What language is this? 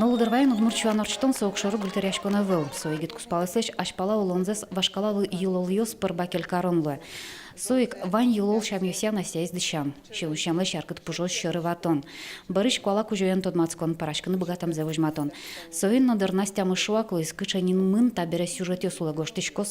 Udmurt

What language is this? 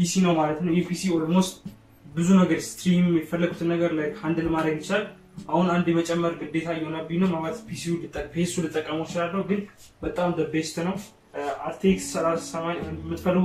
Amharic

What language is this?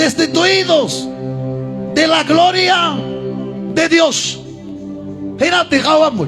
Ayacucho Quechua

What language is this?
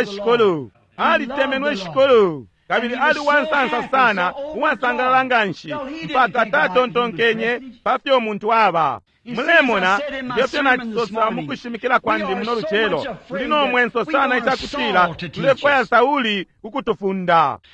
Bemba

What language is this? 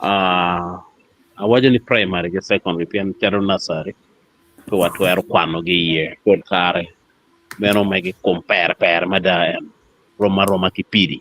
Acoli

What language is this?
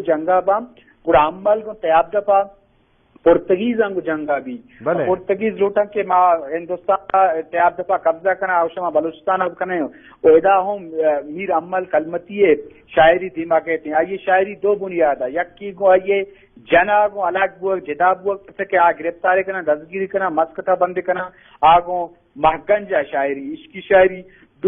Eastern Balochi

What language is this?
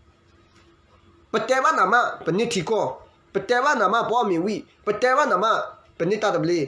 S'gaw Karen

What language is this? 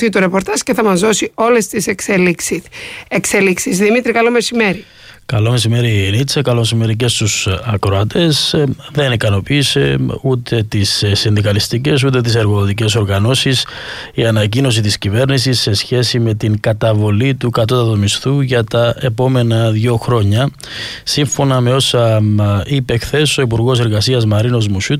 Greek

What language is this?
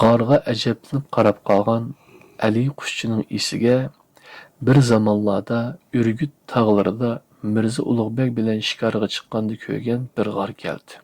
Uyghur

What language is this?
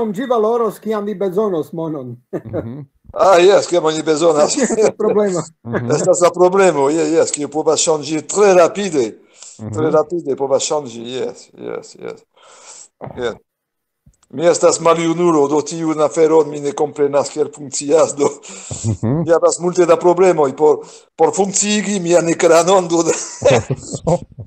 Esperanto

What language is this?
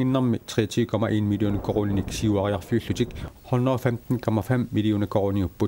Kalaallisut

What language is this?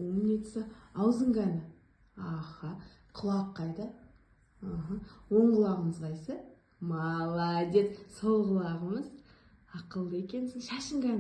Kazakh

